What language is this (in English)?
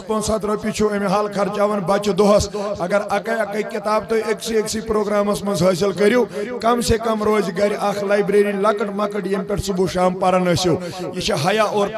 Kashmiri